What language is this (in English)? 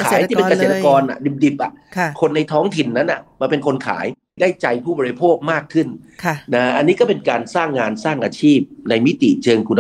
Thai